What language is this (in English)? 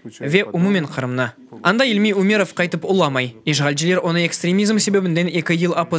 Crimean Tatar